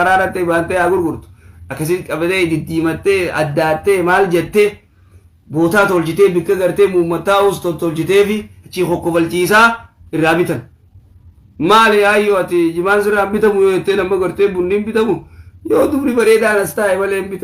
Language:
Oromo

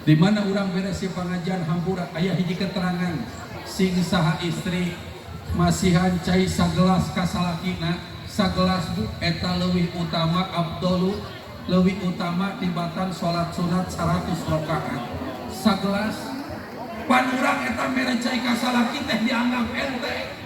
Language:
Sundanese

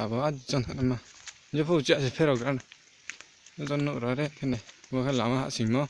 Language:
Riang (India)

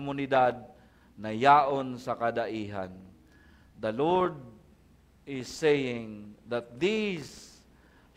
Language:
Bikol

